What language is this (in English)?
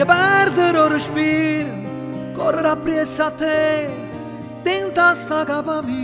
Neapolitan